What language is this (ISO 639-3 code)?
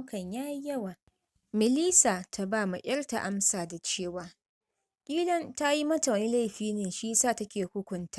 hau